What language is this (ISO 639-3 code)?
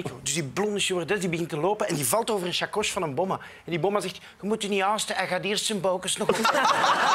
nld